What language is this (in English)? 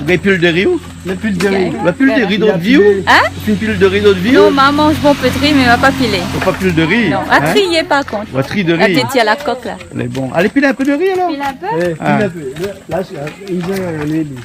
Réunion Creole French